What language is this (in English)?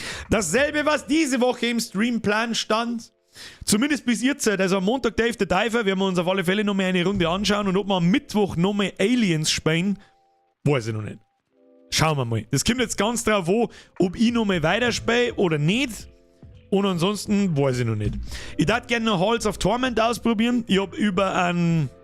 Bavarian